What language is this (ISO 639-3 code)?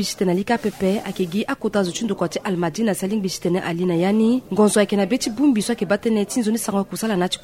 sag